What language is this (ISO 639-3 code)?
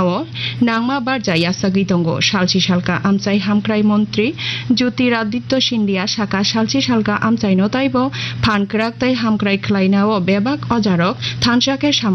trp